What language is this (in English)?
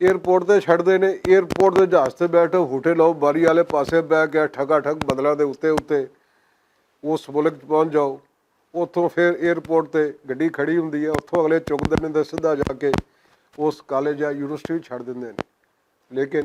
Western Panjabi